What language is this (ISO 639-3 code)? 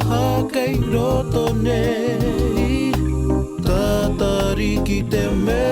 mri